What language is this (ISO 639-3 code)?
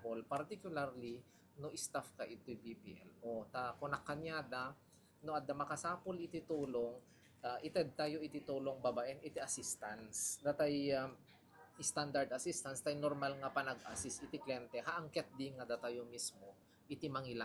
ilo